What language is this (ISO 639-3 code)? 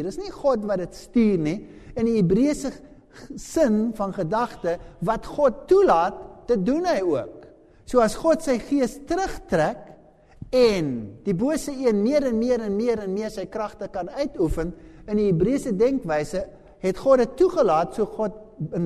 afr